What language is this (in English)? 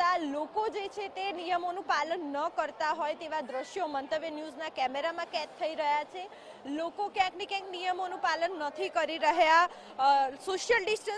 Gujarati